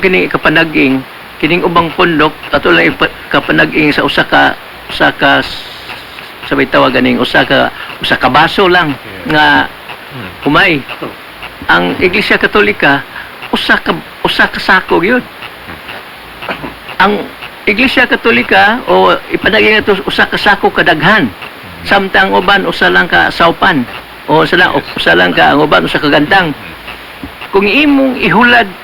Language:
Cebuano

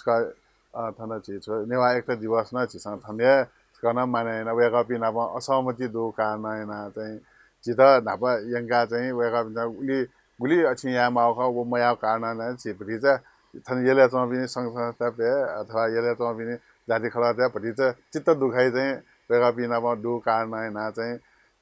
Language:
Newari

